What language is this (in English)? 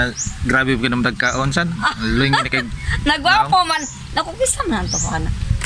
Cebuano